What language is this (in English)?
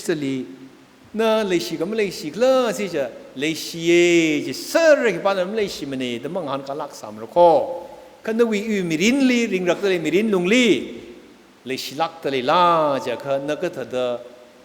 Tangkhul Naga (India)